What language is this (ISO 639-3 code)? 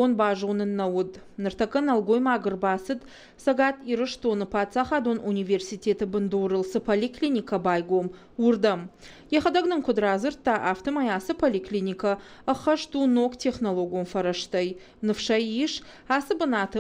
oss